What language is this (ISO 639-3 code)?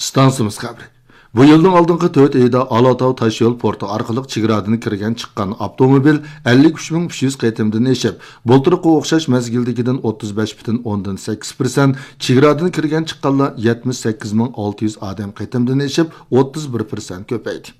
uig